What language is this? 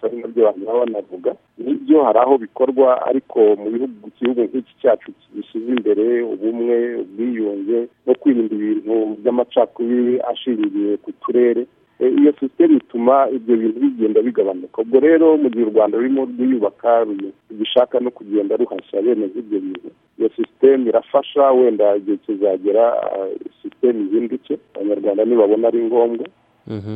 Kinyarwanda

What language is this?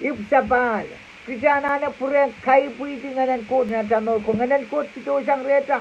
Pohnpeian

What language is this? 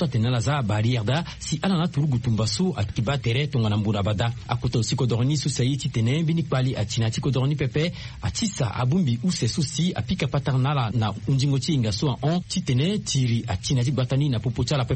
Sango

